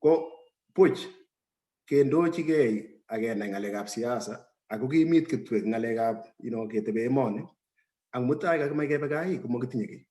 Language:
Kalenjin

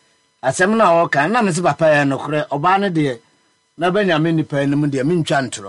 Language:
Akan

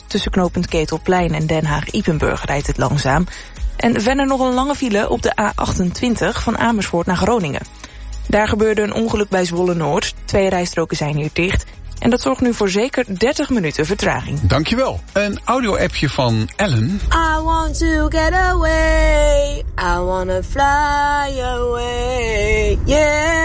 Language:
Dutch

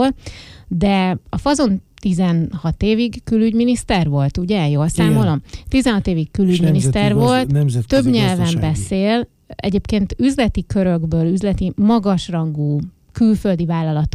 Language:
Hungarian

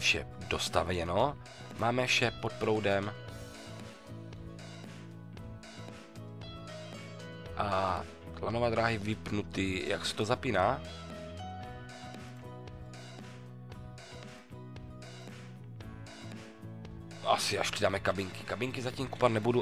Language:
Czech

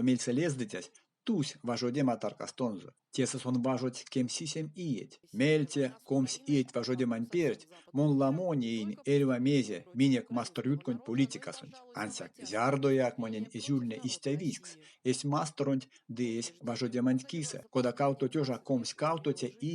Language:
Erzya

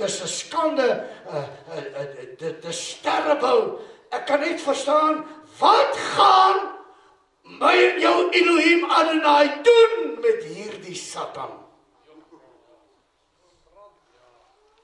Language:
Afrikaans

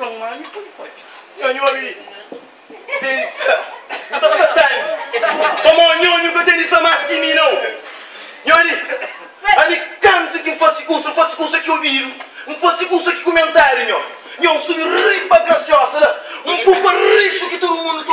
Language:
Kabuverdianu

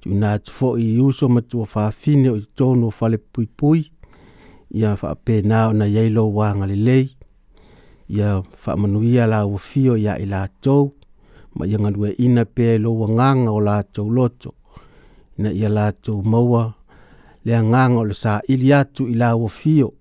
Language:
Samoan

